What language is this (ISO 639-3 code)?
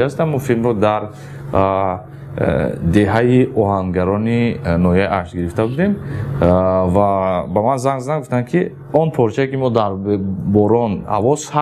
tgk